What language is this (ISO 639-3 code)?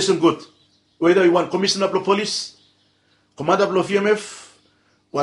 bis